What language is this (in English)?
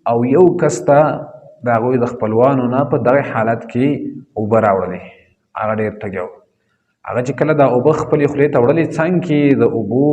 Pashto